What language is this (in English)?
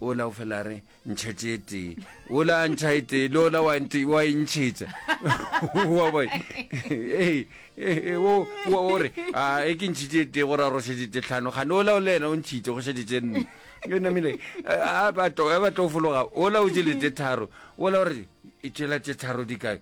Northern Sotho